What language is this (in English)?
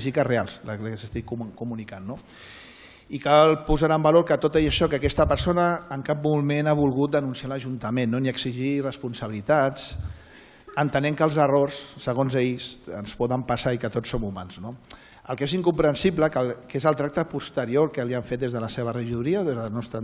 Catalan